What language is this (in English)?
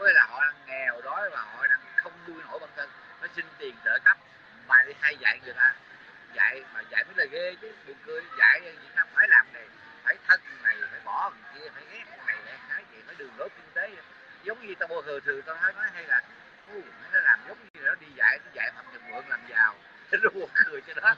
Vietnamese